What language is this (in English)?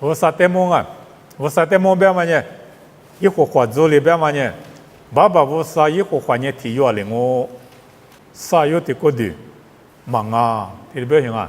Lisu